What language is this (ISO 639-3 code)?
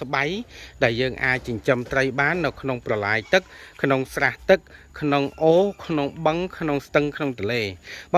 khm